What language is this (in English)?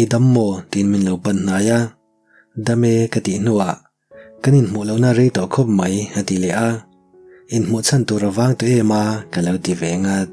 Mizo